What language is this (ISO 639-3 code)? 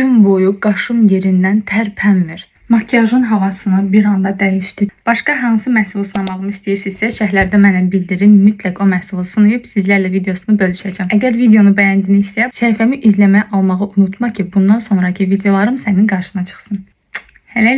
aze